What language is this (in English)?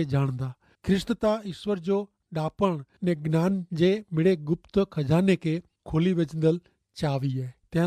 Kachhi